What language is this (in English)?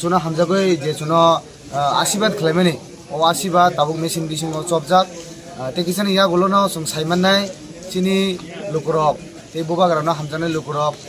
Kok Borok